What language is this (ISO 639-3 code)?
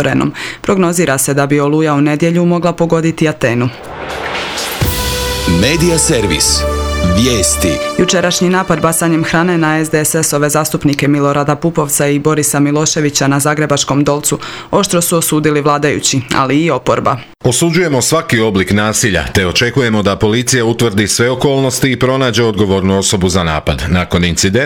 hrv